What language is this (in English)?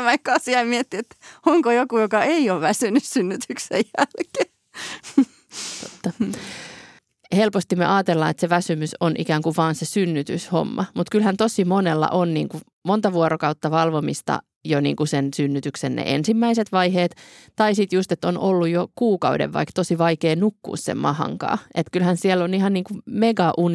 Finnish